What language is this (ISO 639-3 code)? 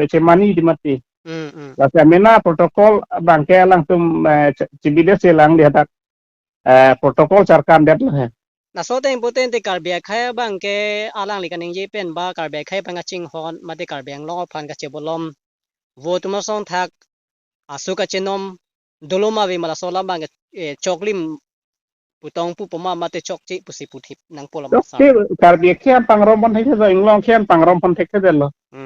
mjw